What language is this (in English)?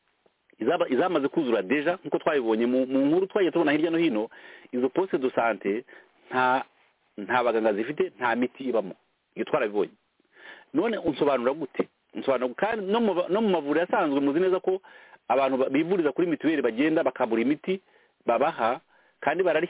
Kinyarwanda